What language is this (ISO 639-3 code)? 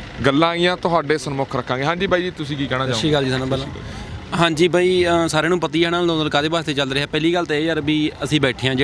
pan